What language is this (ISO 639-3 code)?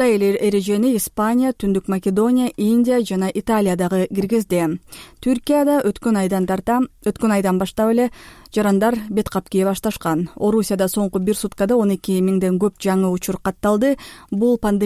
kir